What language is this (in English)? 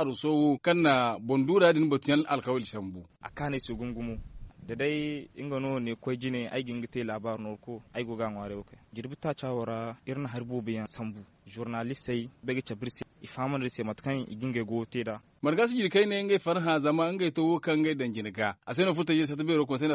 Zarma